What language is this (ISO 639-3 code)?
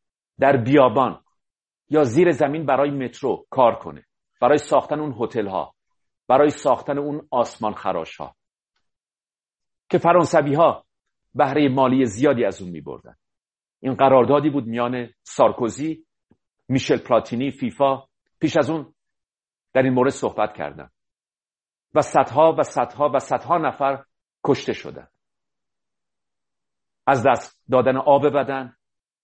fas